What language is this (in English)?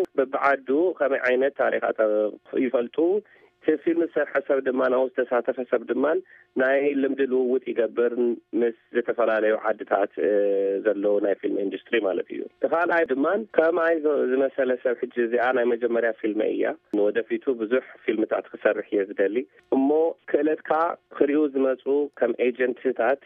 Tigrinya